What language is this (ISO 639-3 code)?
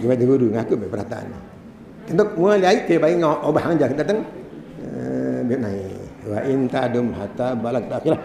sas